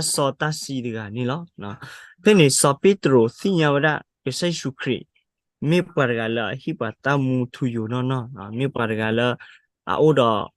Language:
S'gaw Karen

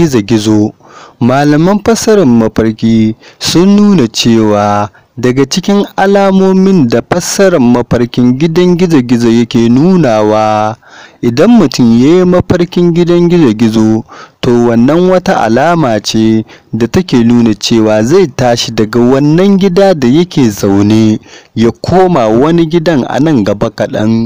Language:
Hausa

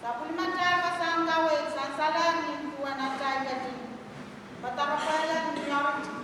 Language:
Pohnpeian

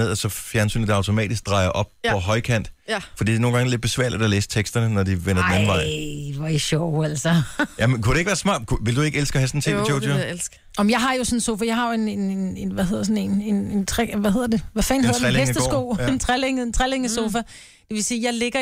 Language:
Danish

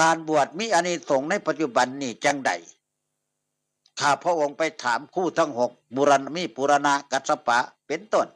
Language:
Northeastern Thai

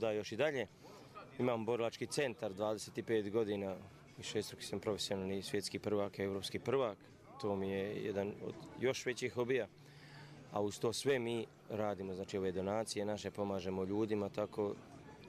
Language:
Serbian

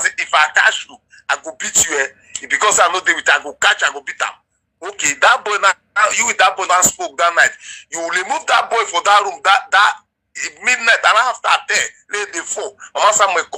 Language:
Nigerian Pidgin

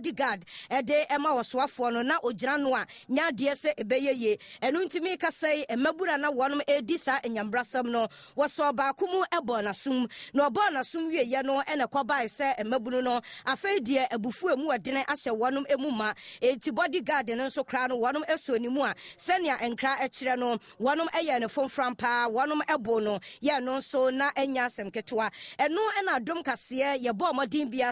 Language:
Akan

